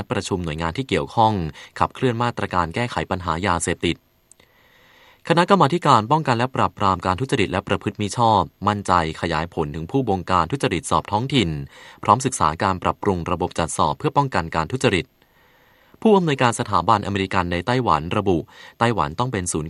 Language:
Thai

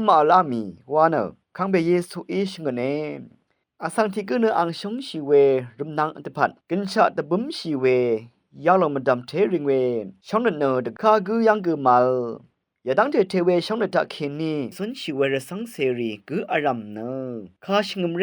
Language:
Rawang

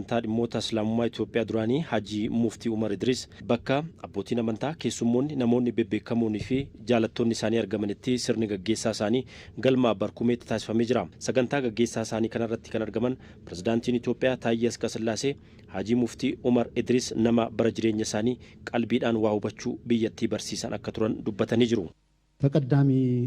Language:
Oromo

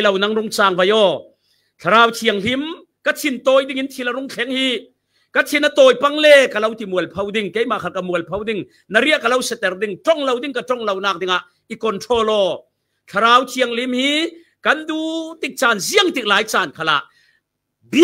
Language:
Falam Chin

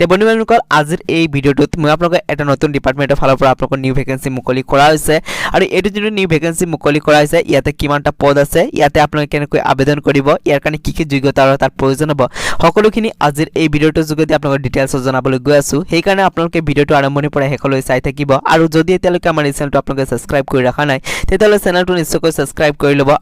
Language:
Assamese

